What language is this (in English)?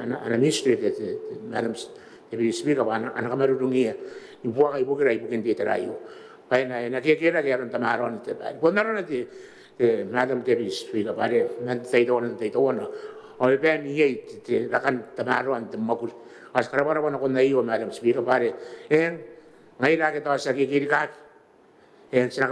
Gilbertese